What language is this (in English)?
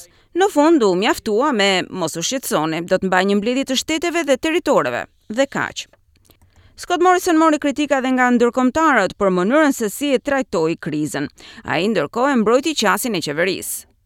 Albanian